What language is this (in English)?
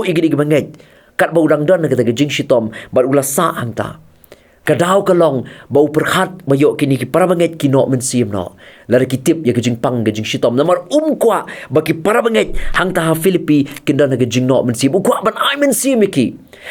Khasi